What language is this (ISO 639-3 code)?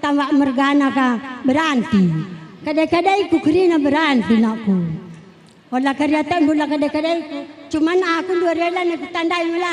btx